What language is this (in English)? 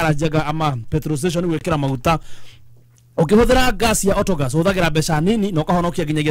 Kikuyu